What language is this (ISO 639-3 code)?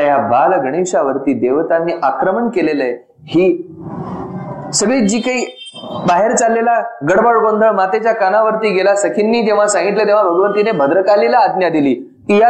mar